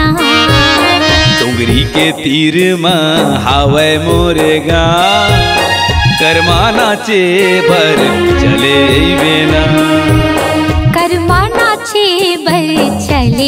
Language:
Chhattisgarhi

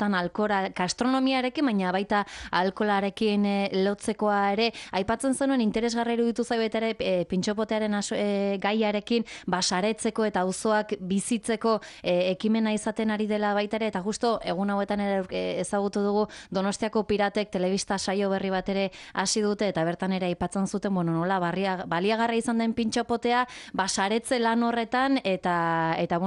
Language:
Basque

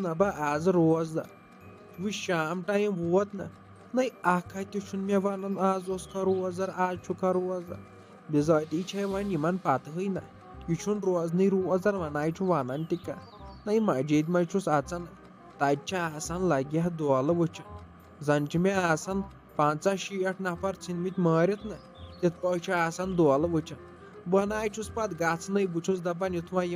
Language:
Kashmiri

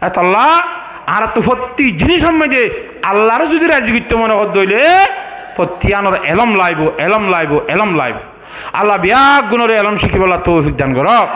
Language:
Rohingya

